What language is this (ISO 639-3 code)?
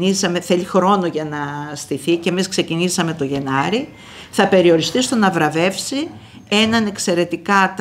ell